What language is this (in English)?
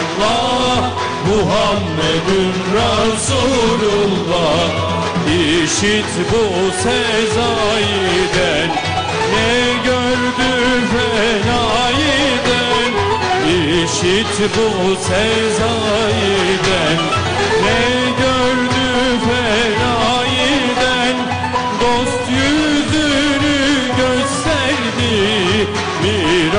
Turkish